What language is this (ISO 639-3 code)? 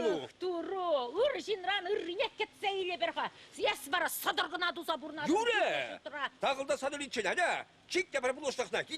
chv